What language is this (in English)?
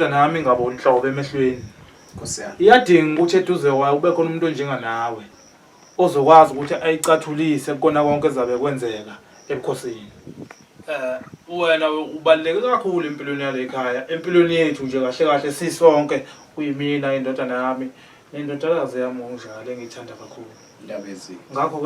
Zulu